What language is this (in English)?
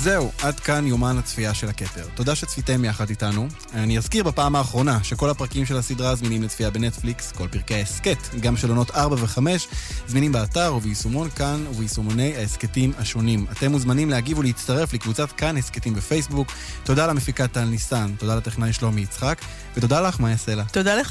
Hebrew